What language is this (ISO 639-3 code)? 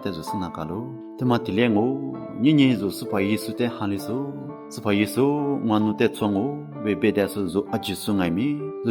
lis